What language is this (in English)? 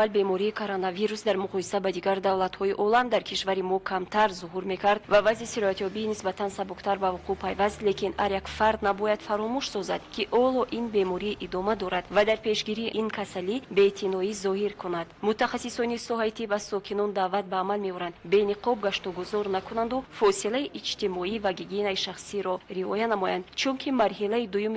Tajik